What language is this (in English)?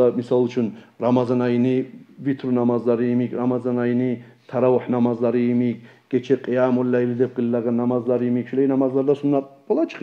Kumyk